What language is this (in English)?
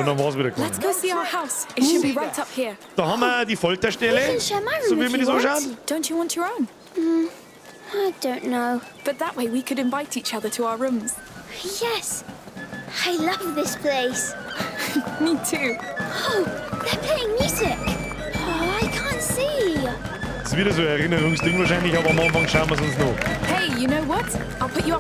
Bavarian